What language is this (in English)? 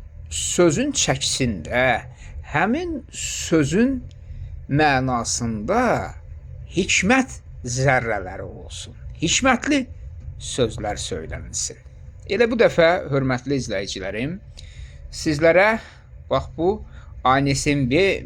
Azerbaijani